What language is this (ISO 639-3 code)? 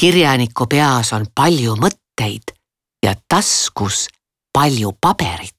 est